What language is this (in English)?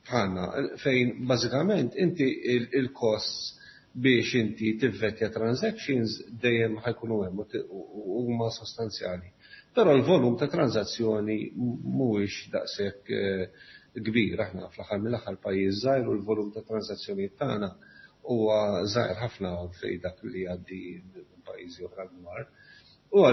Maltese